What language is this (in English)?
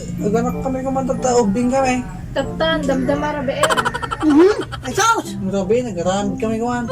Iloko